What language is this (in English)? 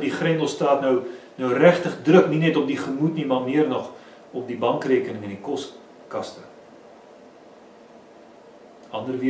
Afrikaans